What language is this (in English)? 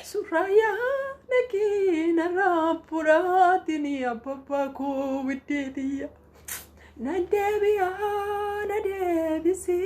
Oromo